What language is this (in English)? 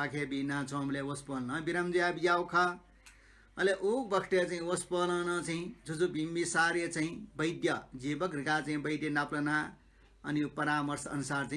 Newari